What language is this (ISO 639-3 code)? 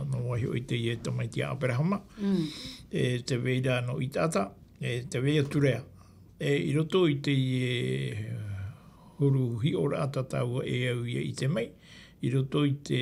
tah